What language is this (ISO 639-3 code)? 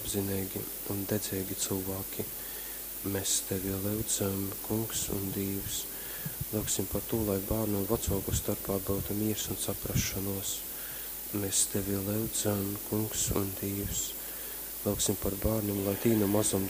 ltg